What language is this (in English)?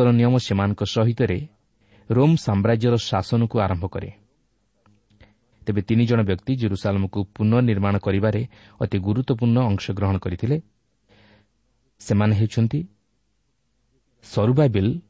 Odia